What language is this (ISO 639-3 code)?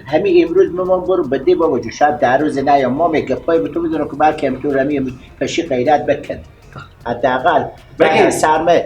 fas